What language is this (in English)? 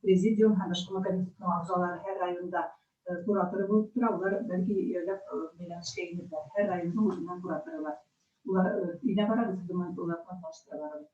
Bashkir